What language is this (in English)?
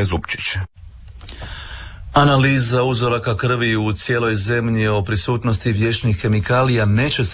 Croatian